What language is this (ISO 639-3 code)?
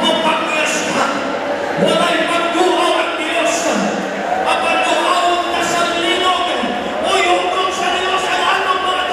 ceb